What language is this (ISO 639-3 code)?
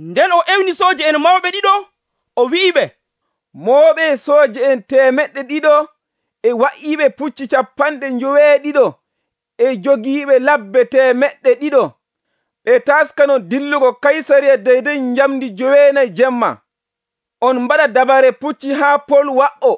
fuv